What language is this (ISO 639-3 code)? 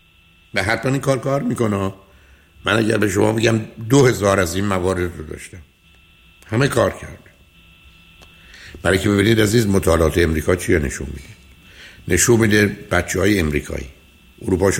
fas